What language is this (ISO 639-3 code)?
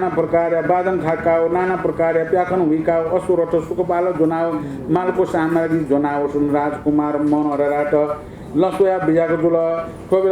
new